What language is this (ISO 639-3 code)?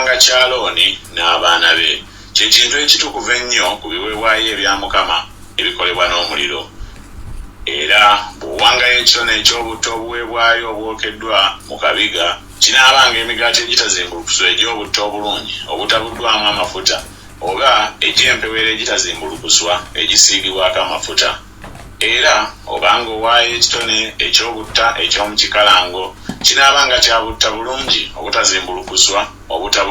lug